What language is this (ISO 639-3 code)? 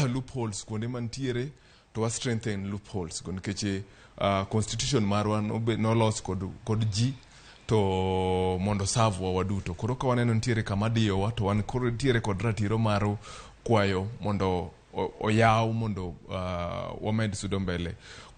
luo